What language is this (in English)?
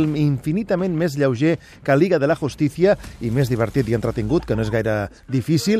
Catalan